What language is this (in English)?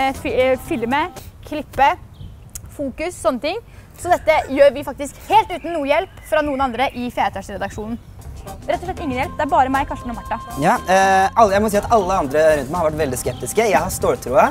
Norwegian